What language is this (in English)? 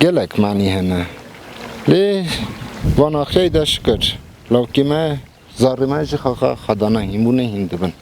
Kurdish